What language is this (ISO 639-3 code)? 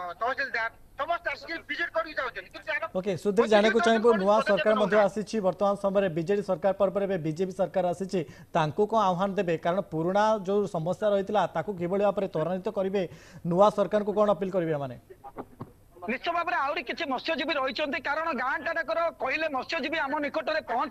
ori